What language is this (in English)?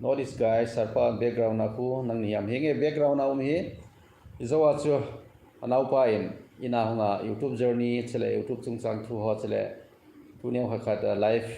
Thado Chin